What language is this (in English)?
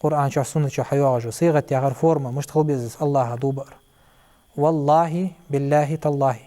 Ingush